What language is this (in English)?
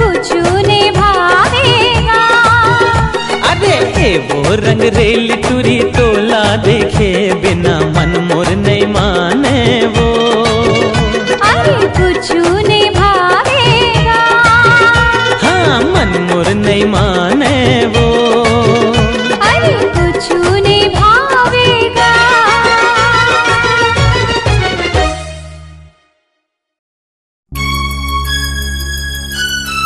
Chhattisgarhi